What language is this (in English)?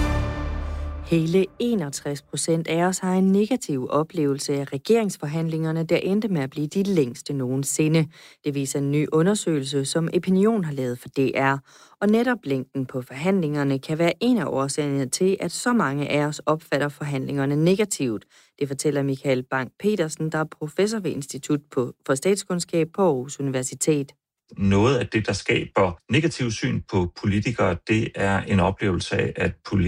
Danish